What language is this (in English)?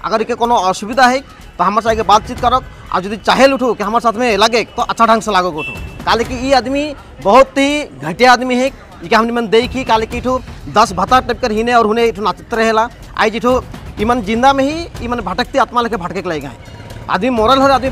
Sadri